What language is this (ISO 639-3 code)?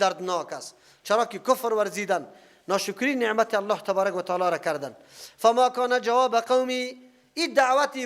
fas